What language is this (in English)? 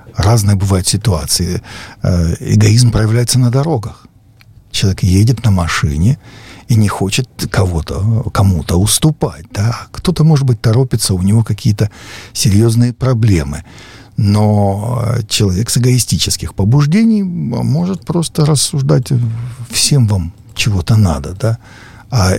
Russian